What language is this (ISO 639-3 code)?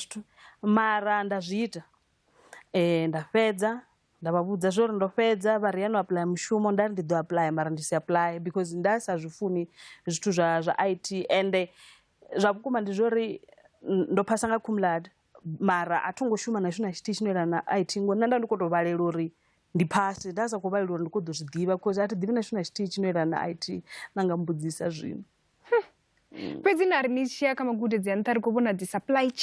ven